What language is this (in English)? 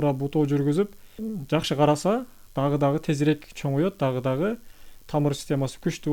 Kyrgyz